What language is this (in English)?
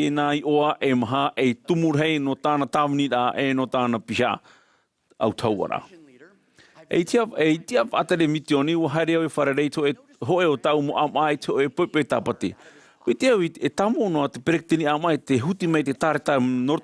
Tahitian